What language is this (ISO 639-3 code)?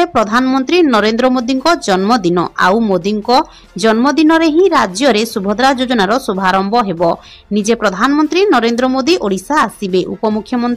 ori